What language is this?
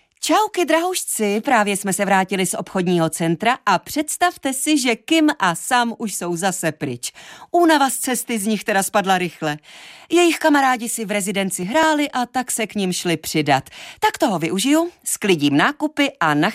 Czech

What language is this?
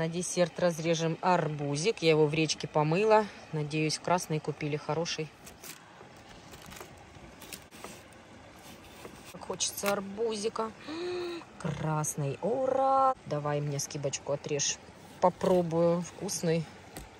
Russian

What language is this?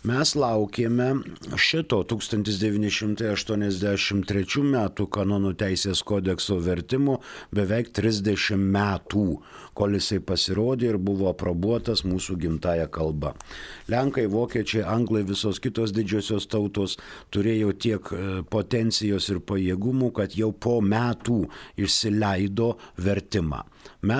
Lithuanian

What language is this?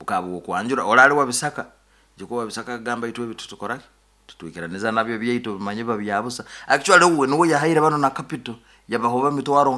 Nyoro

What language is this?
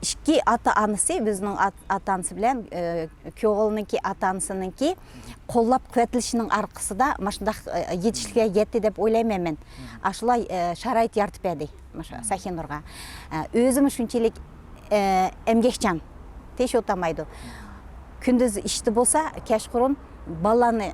Uyghur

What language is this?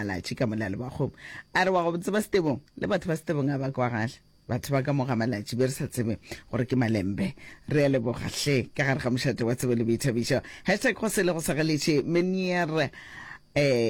Northern Sotho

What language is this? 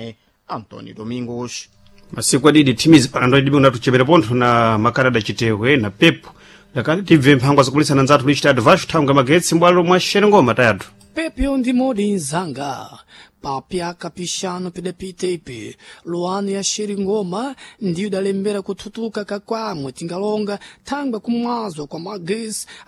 Sena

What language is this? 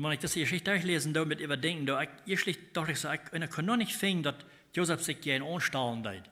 Plautdietsch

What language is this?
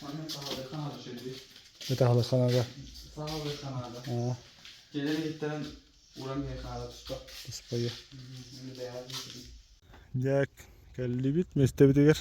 Yakut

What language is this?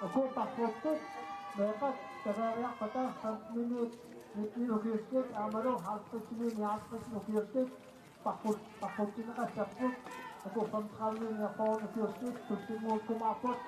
Kalaallisut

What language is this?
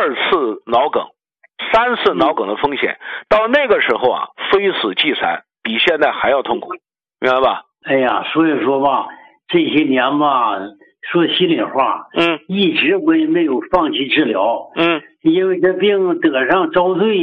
Chinese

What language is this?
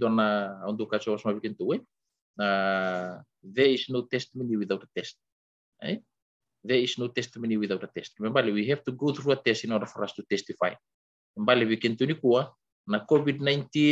Fijian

